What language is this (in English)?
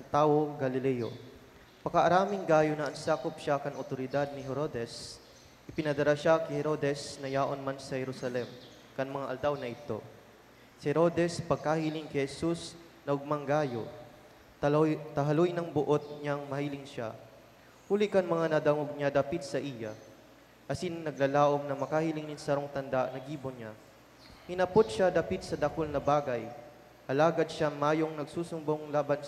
Bikol